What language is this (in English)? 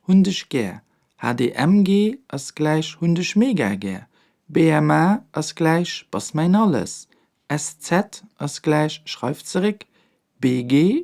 Luxembourgish